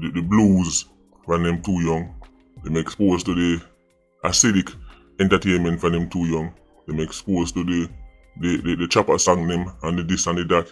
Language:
Jamaican Creole English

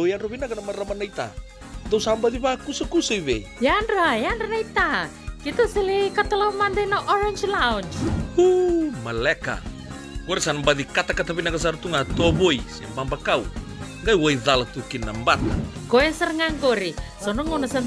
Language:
Fijian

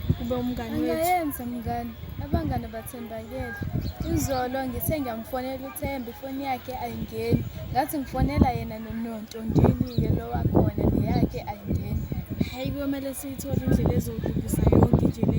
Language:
Zulu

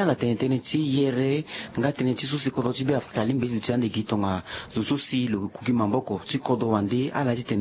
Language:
Sango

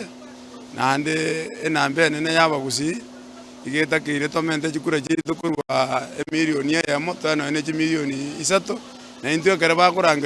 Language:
Gusii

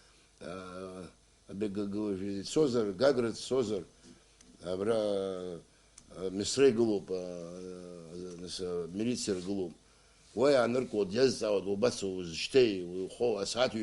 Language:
Abkhazian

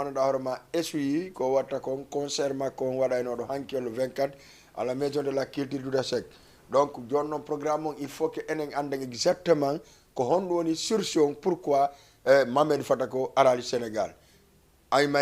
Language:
Fula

